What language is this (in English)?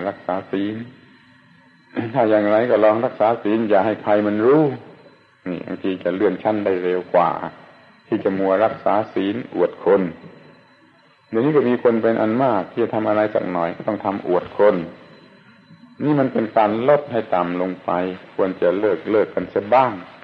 Thai